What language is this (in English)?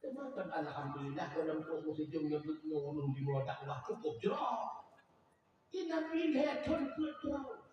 Achinese